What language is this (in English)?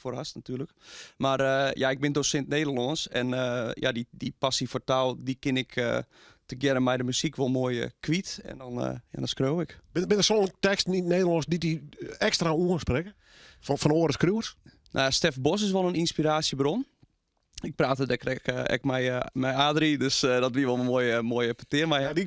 Western Frisian